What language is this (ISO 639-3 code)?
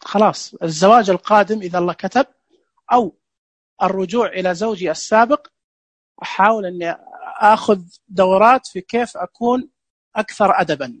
ars